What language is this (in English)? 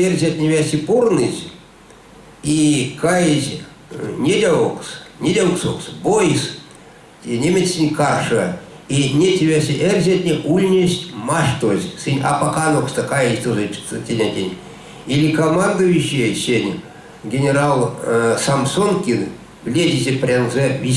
Erzya